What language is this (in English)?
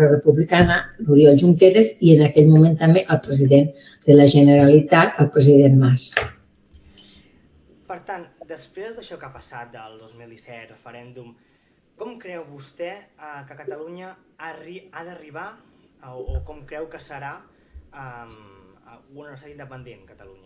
Catalan